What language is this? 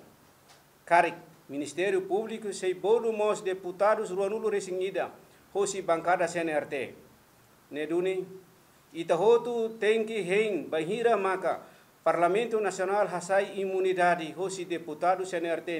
Tetum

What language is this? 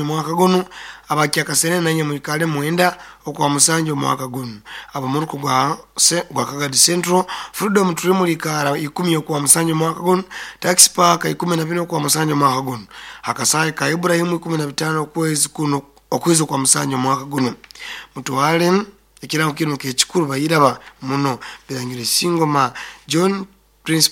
Nyoro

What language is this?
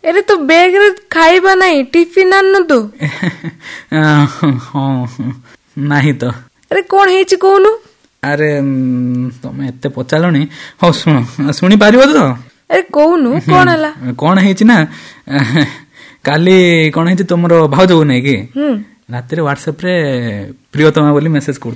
Odia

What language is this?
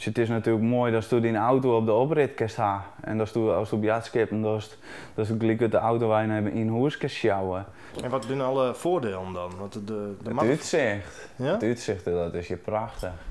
Western Frisian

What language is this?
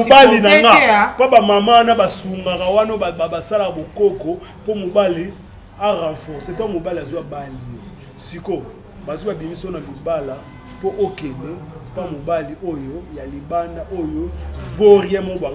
Lingala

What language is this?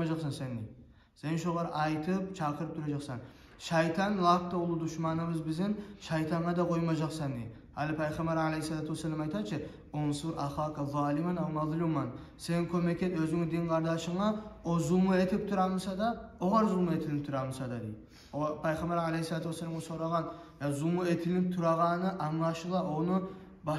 Kumyk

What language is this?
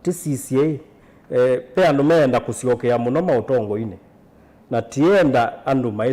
Kamba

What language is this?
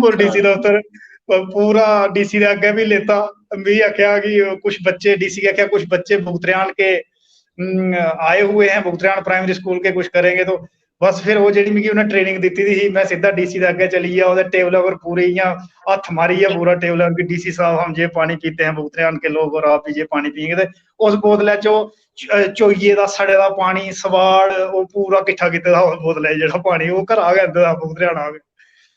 Dogri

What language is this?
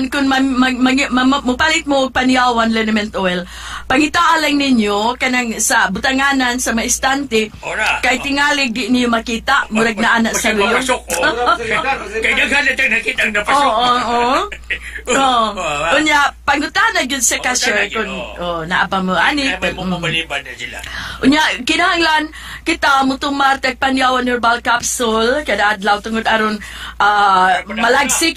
Cebuano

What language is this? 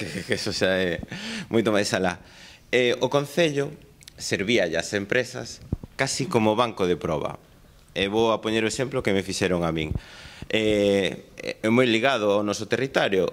Galician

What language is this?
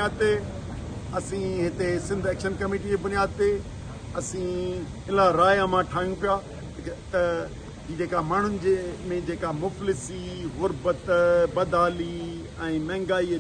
Sindhi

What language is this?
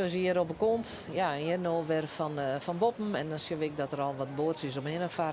Western Frisian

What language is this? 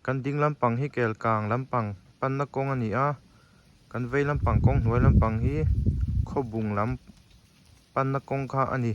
Mizo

